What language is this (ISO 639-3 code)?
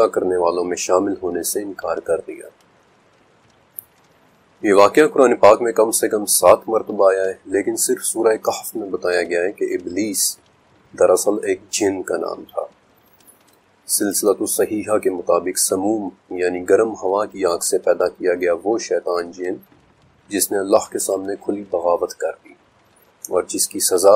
urd